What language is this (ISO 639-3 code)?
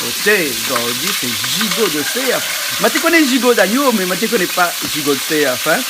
rcf